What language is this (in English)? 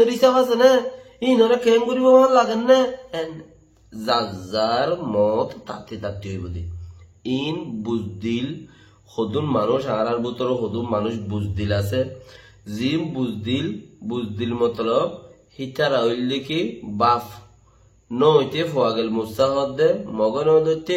Rohingya